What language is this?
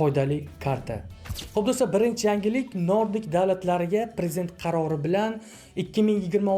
Uzbek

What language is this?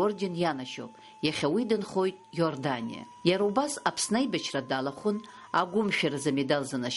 Abkhazian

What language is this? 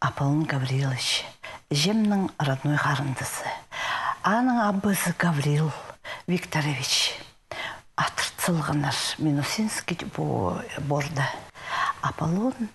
Khakas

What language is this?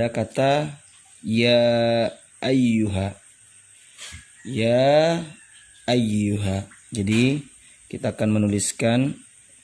Indonesian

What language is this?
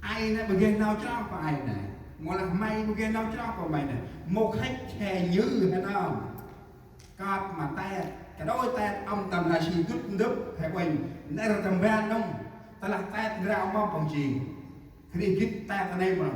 Central Mnong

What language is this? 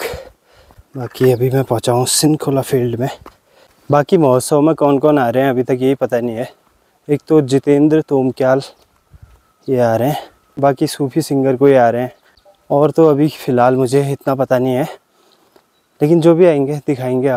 Hindi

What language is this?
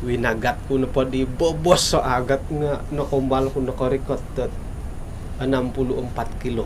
Central Dusun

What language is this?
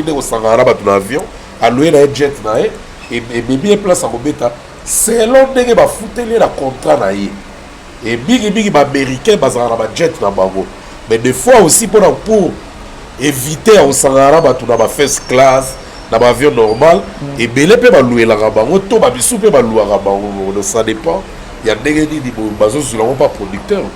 Lingala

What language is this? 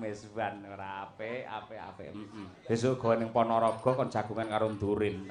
Javanese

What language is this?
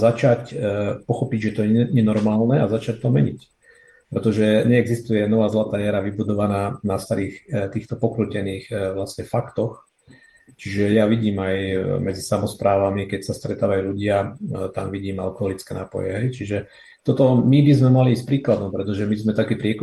Slovak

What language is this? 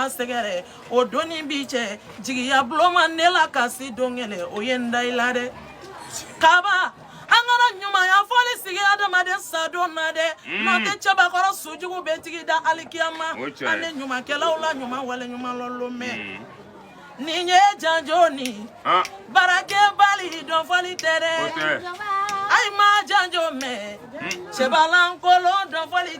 Bambara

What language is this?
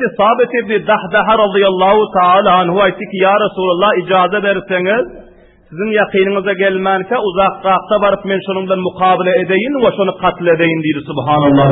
Turkmen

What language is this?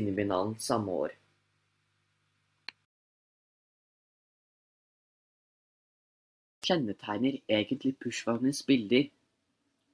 Norwegian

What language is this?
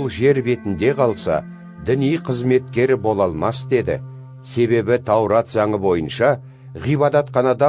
Kazakh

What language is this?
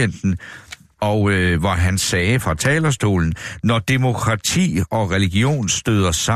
Danish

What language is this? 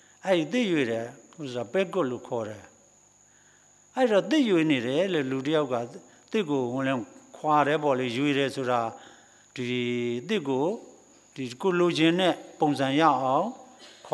Burmese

